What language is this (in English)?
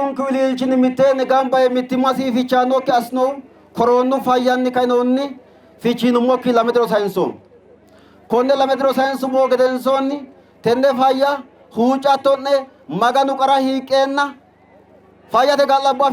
Sidamo